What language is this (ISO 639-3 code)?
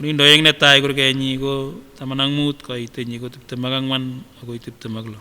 sgc